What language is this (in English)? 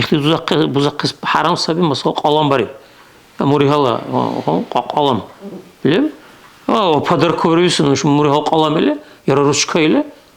Dargwa